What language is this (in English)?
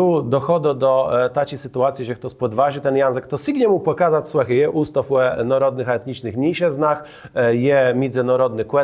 Kashubian